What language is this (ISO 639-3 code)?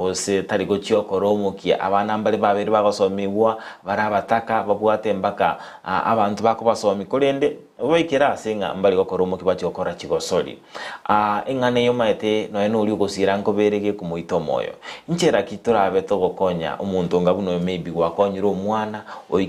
guz